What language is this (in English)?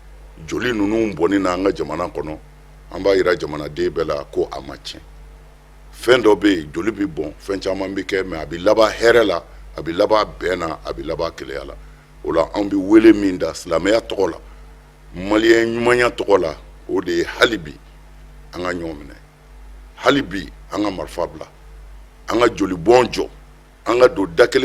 Bambara